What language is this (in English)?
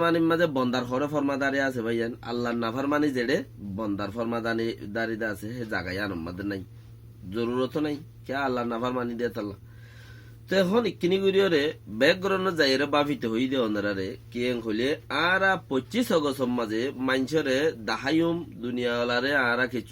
Rohingya